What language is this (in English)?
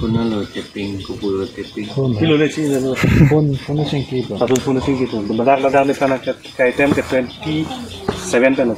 Karbi